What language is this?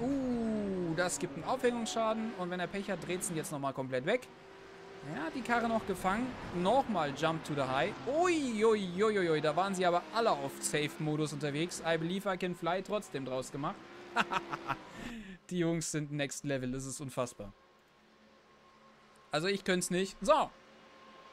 German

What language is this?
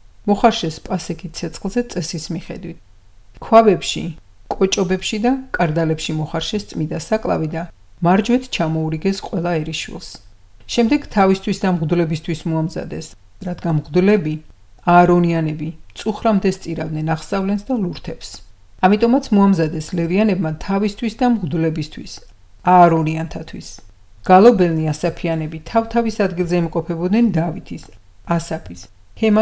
Georgian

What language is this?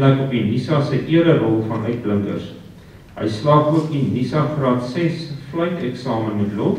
Afrikaans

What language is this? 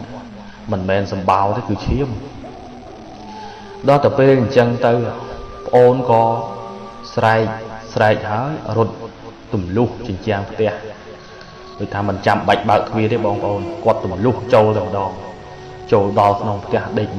Khmer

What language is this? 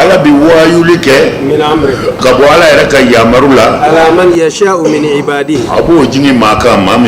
Bambara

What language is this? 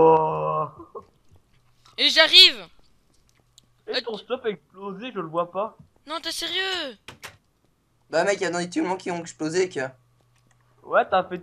French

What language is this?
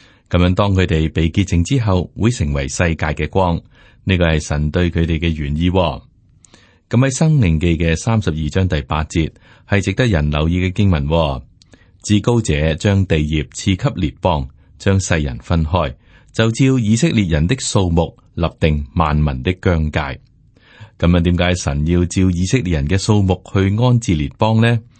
Cantonese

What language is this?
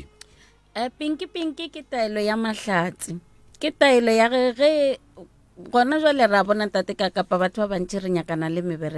Northern Sotho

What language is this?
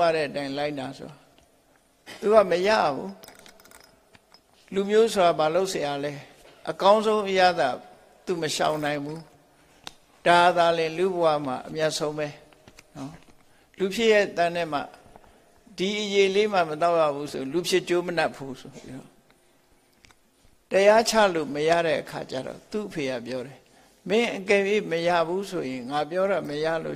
Burmese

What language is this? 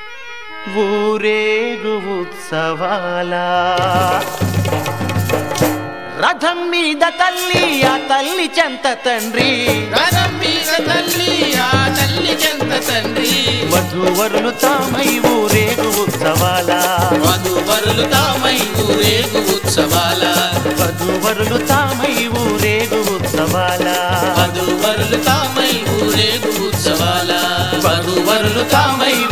Telugu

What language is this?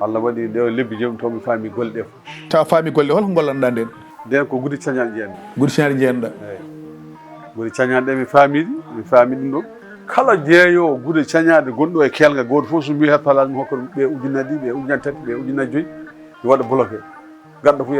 Fula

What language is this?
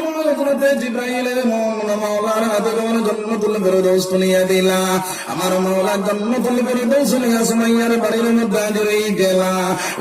Sylheti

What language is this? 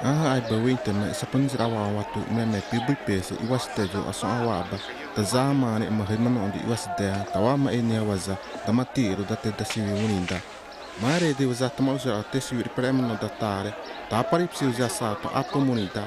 Xavánte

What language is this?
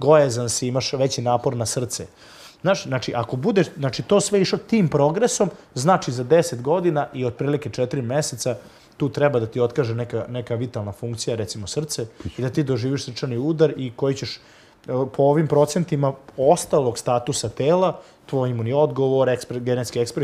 Serbian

